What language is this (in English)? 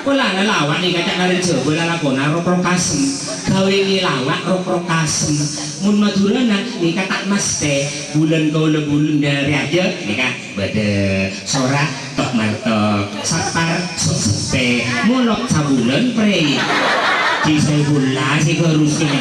Madurese